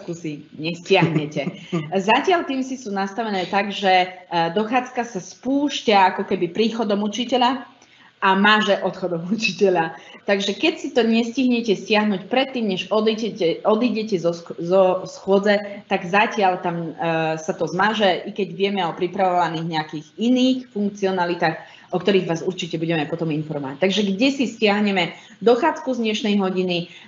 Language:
Slovak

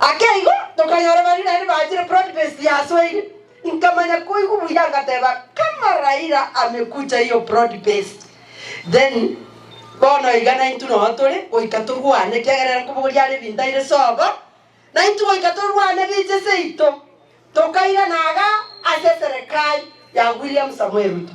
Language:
Gusii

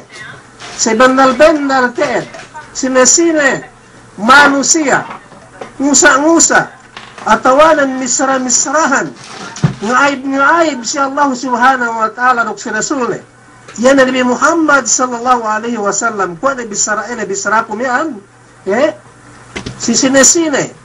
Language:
Yakan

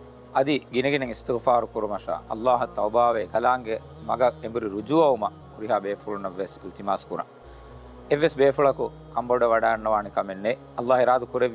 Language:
Divehi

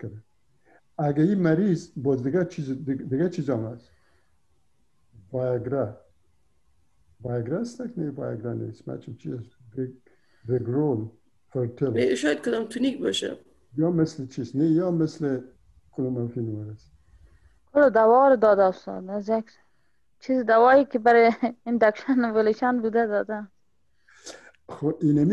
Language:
Persian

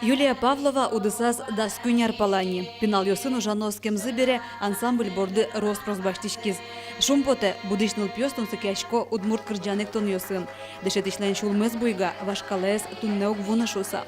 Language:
Udmurt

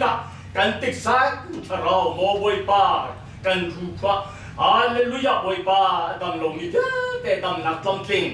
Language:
Hakha Chin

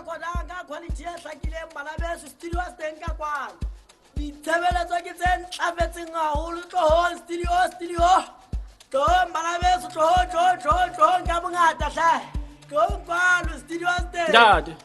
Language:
Southern Sotho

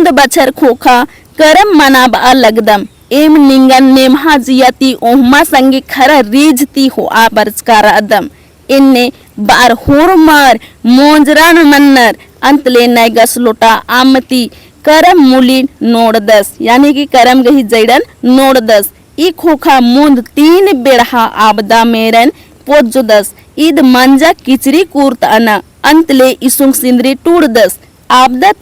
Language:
Kurukh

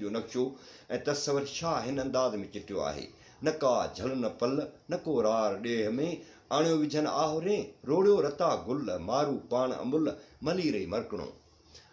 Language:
Sindhi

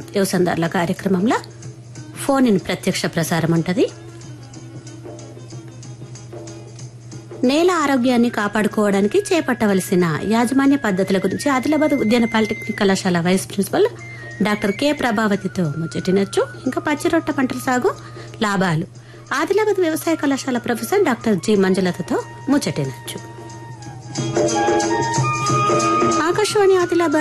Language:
Telugu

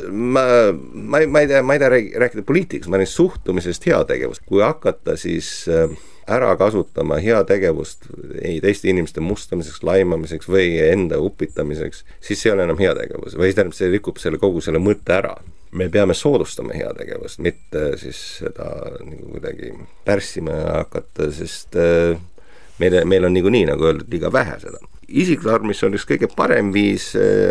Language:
Estonian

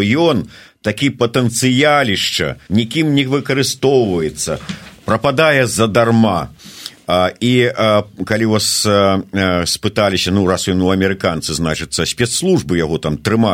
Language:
Belarusian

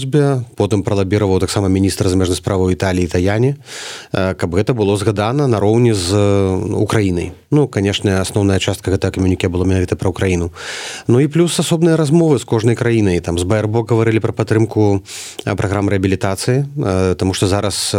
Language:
Belarusian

